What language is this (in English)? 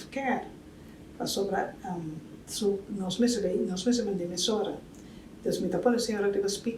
Papiamento